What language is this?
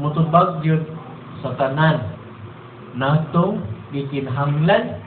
Cebuano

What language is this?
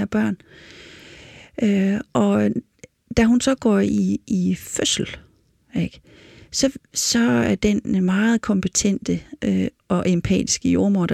Danish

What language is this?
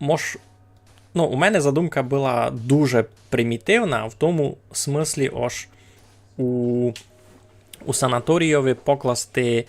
Rusyn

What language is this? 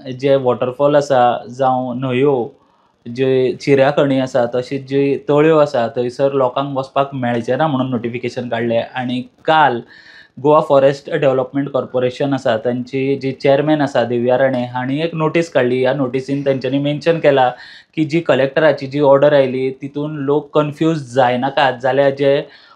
Konkani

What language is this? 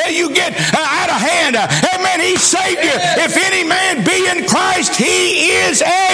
English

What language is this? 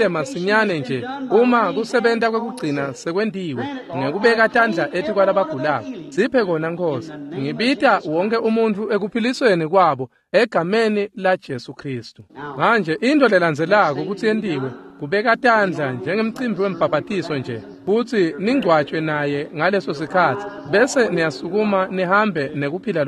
Swati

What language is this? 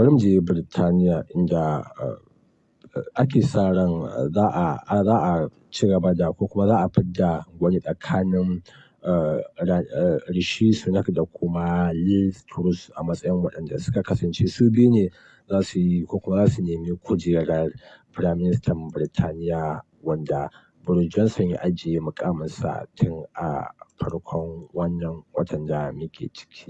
Hausa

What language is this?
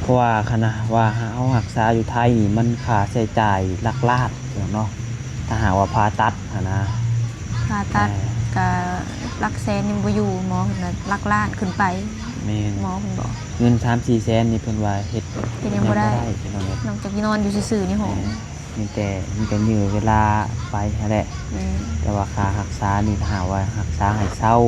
Lao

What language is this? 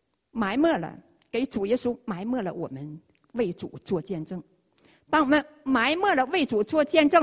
Chinese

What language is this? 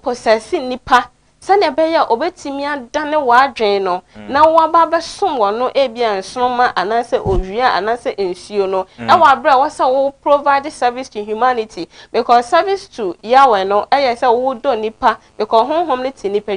Akan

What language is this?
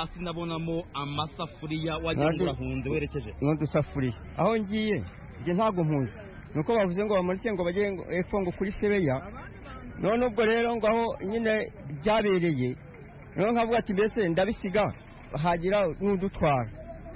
Kinyarwanda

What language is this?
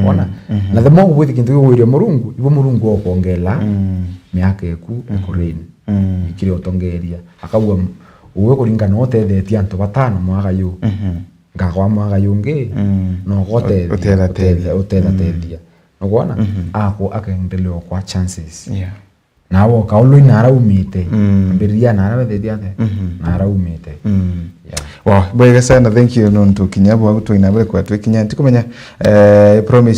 Meru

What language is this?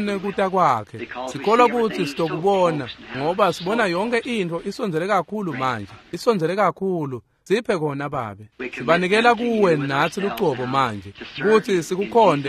Swati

